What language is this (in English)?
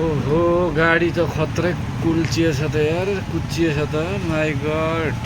Nepali